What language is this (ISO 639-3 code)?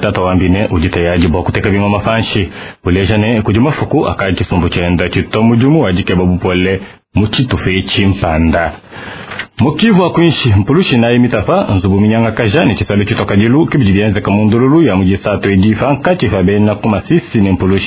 lua